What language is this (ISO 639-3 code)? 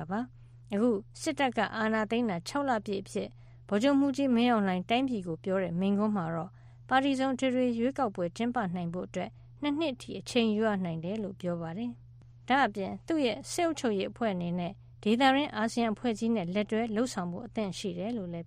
mya